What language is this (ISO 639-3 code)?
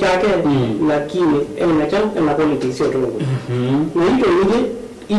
kam